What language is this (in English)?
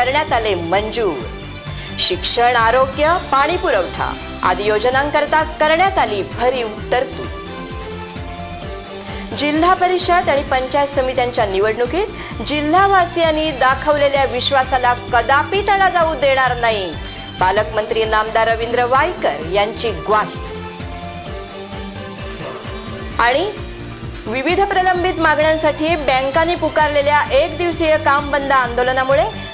Marathi